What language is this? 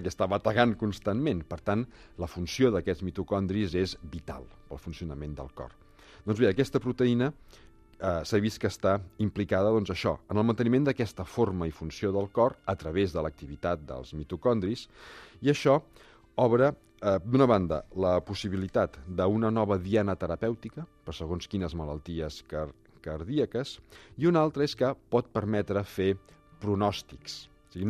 Catalan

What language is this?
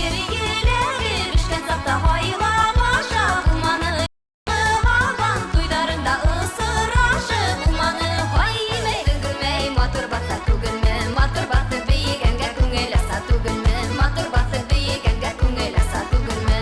Bashkir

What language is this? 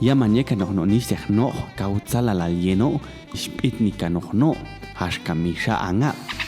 Popti'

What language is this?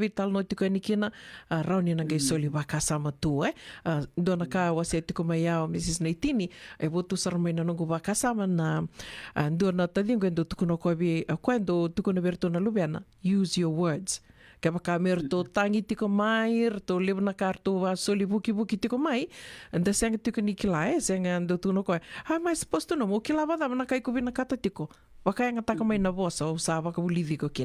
Fijian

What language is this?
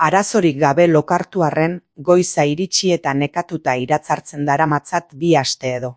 Basque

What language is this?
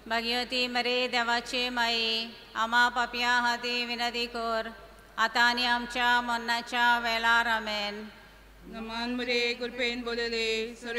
Konkani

